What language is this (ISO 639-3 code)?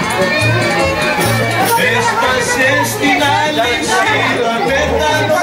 ell